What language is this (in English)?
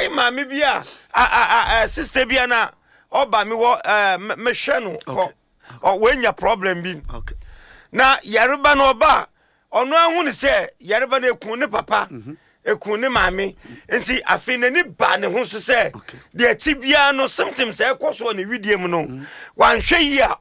Akan